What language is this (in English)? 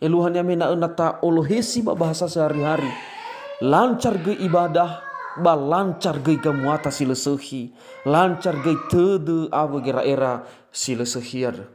Nias